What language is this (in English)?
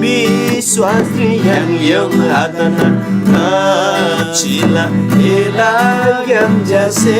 Eastern Tamang